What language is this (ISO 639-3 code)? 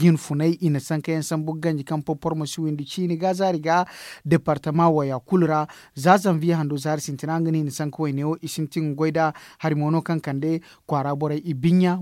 dje